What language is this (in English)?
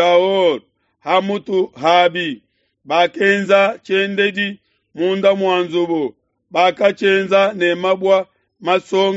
Luba-Lulua